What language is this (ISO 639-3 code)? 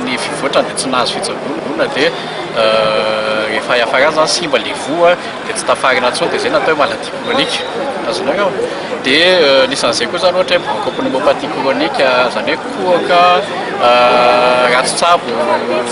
mlg